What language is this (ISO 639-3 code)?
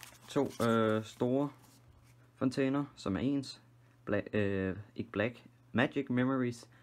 dan